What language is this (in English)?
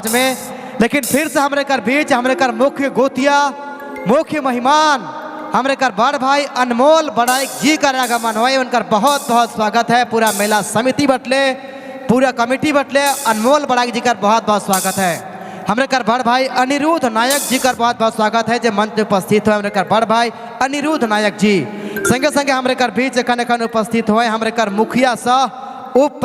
Sadri